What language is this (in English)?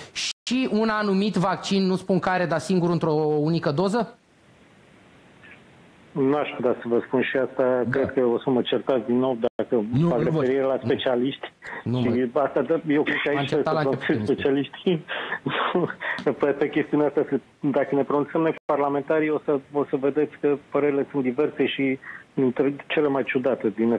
Romanian